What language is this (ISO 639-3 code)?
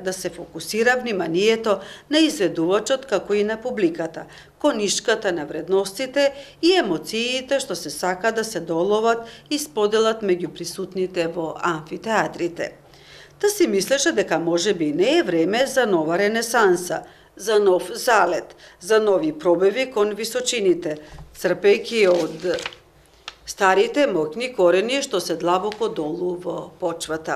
mkd